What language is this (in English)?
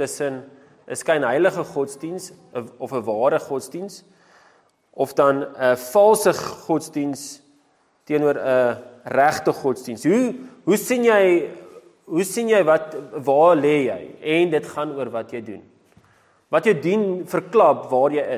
Afrikaans